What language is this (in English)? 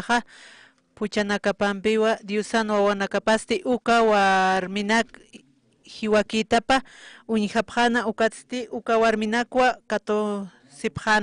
Aymara